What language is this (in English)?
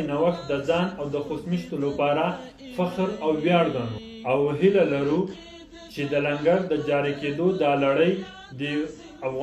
Pashto